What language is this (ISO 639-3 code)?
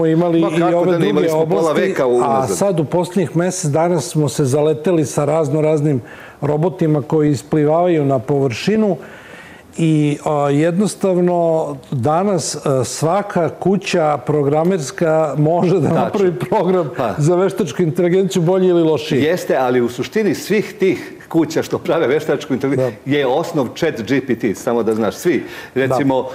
srp